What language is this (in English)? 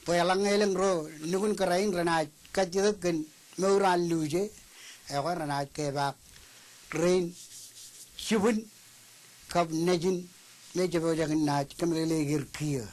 Marshallese